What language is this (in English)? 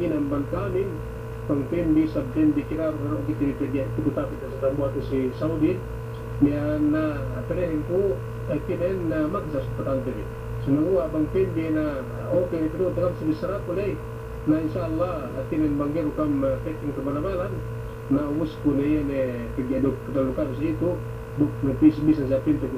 Yakan